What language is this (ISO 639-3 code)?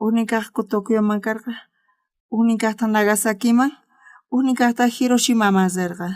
quh